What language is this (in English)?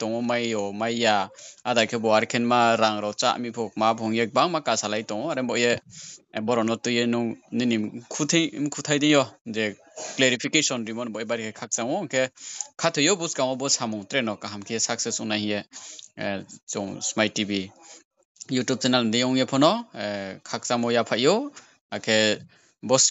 Riang (India)